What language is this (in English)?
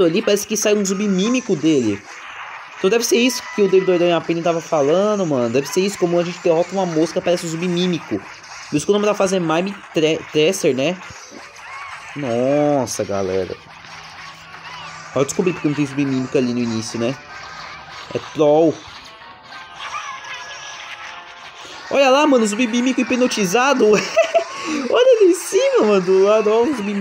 Portuguese